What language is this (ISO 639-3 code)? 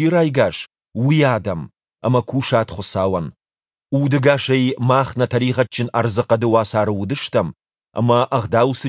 oss